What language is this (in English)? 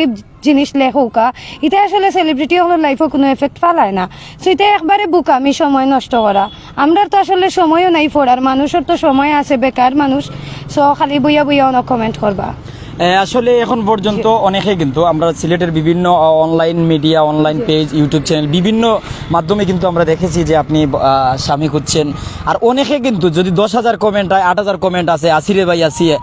Sylheti